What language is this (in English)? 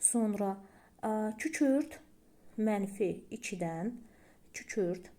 Azerbaijani